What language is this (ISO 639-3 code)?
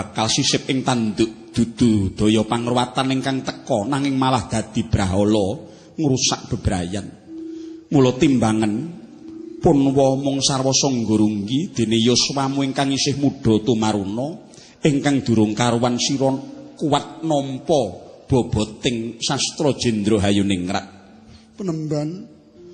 jav